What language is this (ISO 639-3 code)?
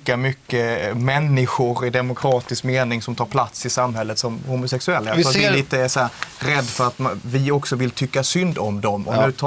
swe